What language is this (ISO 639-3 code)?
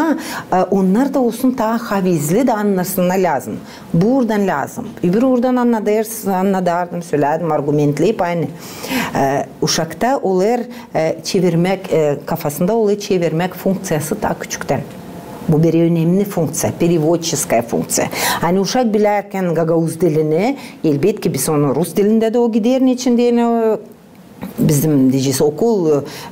gag